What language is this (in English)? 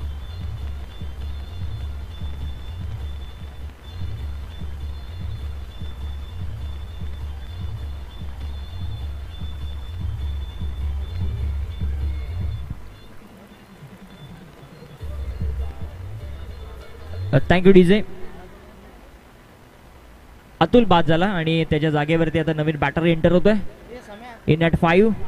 Marathi